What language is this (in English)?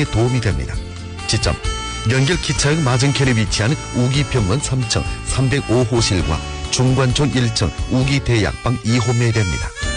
Korean